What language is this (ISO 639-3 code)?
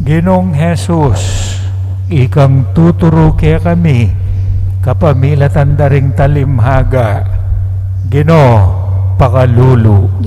pam